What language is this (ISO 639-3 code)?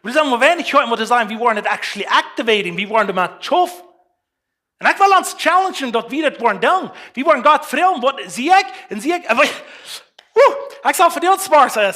pdt